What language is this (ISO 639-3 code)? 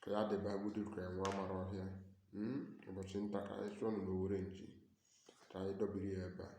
ibo